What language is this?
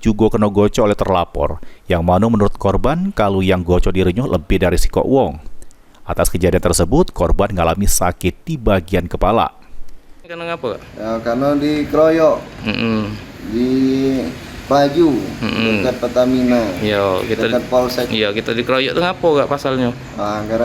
Musi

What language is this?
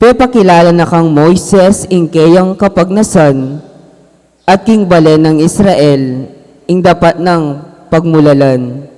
Pampanga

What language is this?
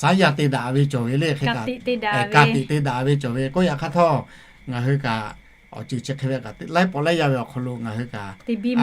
Lahu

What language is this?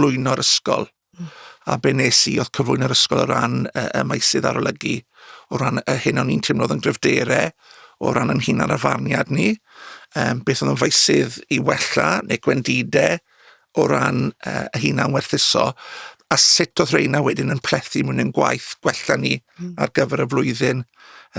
Welsh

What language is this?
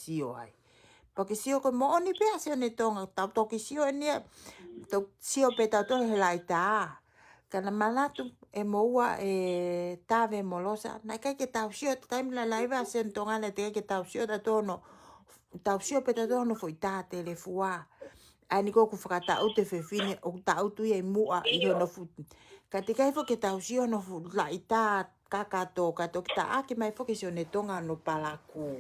Tongan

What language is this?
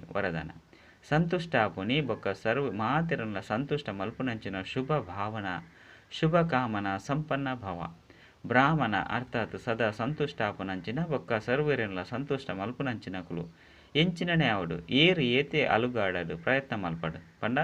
Tulu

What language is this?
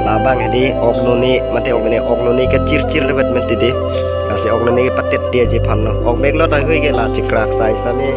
Karbi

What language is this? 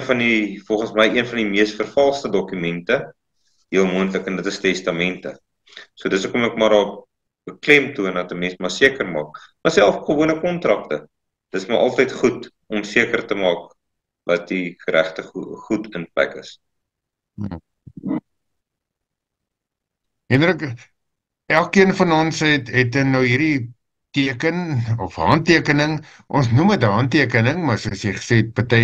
Afrikaans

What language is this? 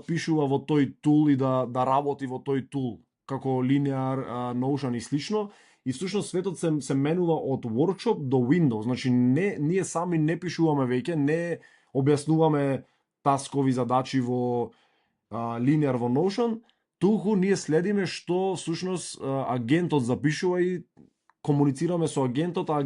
Macedonian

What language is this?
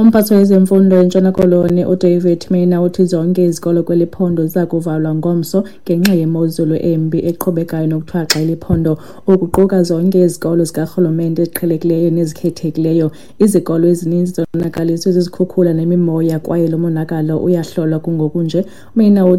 Xhosa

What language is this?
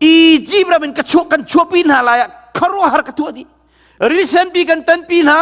Hakha Chin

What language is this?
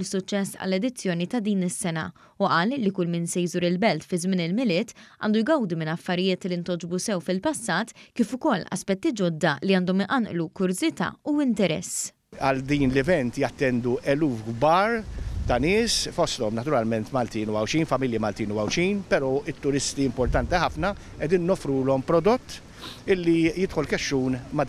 Maltese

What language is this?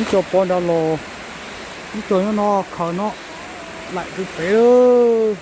Hmong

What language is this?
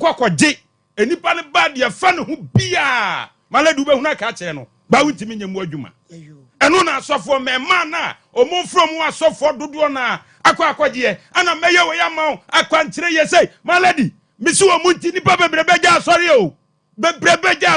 Akan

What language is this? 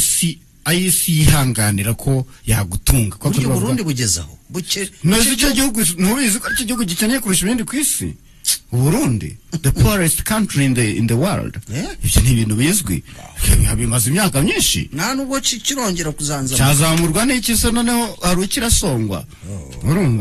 Kinyarwanda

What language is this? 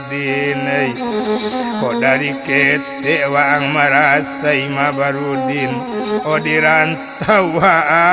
Minangkabau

